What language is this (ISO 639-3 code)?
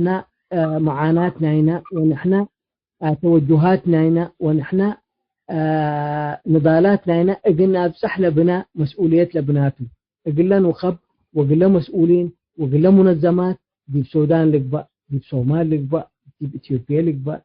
tig